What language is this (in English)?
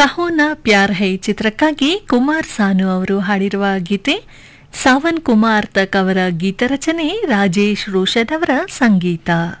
Kannada